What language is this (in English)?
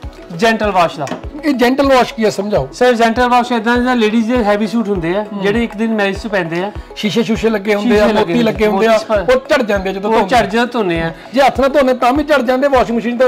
Punjabi